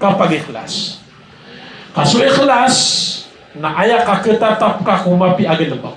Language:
Maranao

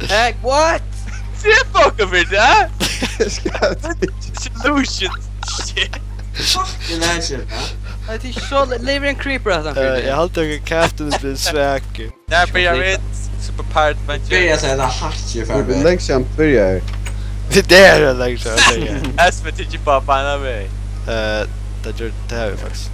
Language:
Faroese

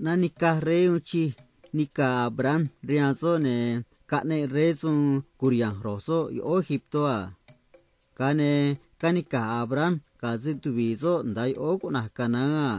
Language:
Copala Triqui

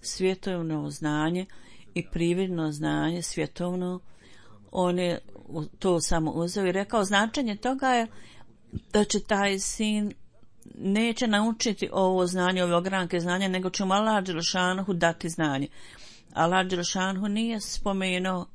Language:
Bosnian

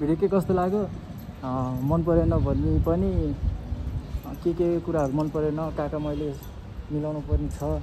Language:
Nepali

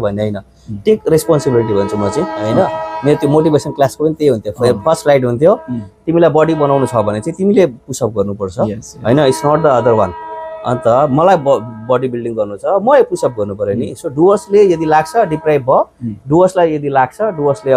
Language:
Nepali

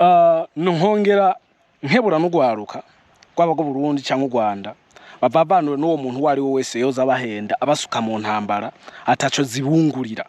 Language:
Rundi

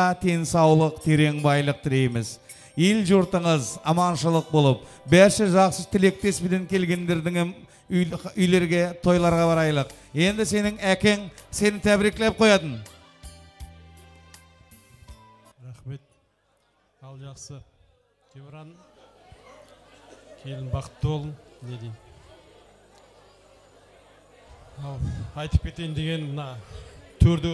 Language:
Kazakh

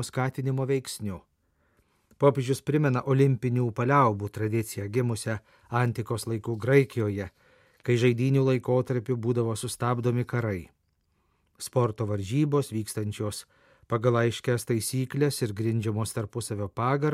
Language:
Lithuanian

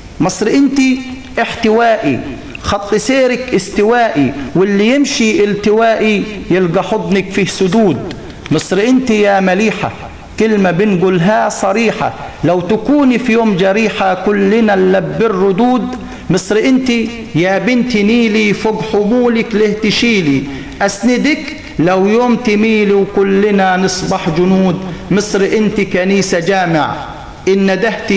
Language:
Egyptian Arabic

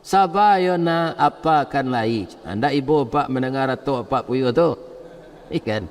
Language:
Minangkabau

